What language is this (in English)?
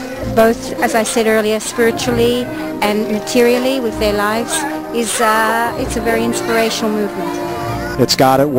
English